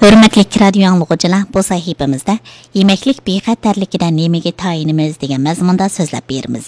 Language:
Uyghur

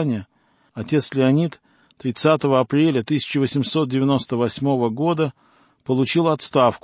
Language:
Russian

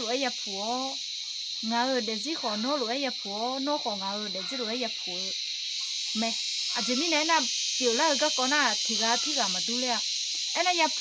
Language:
Akha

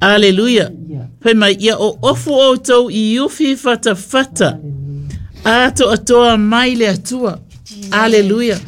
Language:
Samoan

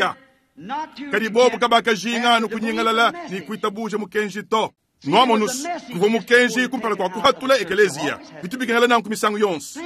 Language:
Luba-Lulua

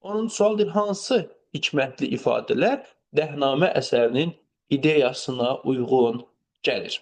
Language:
Azerbaijani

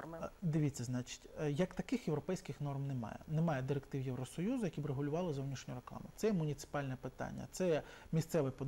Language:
Ukrainian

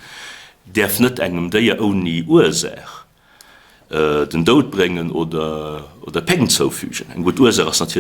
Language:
Luxembourgish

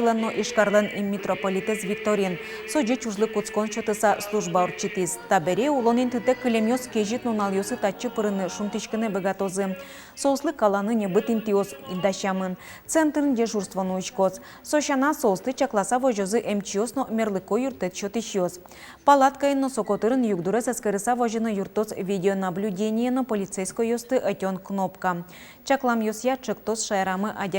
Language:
Udmurt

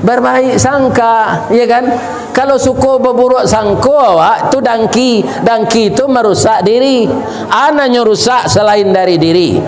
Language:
Minangkabau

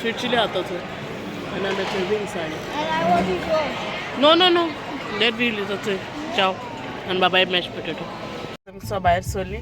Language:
Konkani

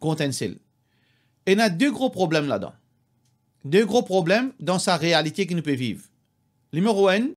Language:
Morisyen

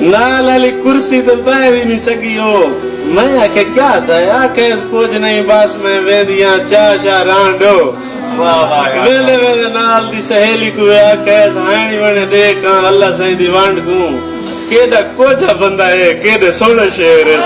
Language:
Saraiki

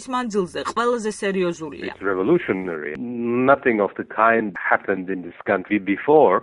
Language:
Georgian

